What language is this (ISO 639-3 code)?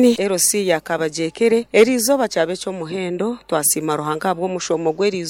nyo